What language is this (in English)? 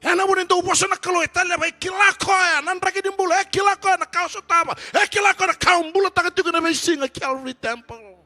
Fijian